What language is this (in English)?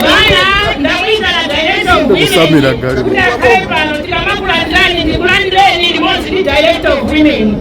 Nyanja